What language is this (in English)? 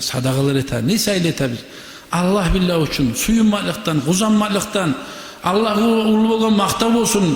Kumyk